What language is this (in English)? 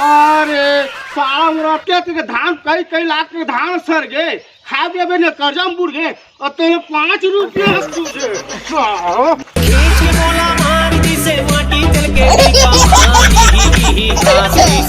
Chhattisgarhi